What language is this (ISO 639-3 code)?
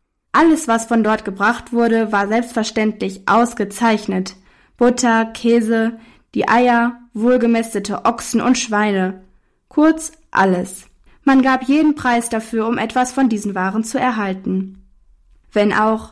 deu